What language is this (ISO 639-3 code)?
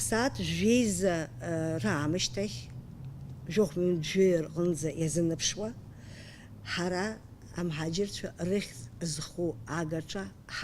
abk